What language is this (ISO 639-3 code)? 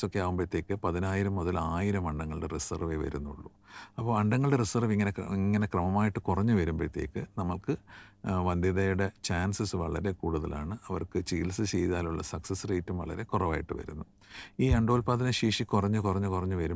mal